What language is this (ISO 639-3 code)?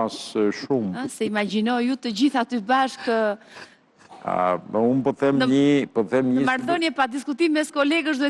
sqi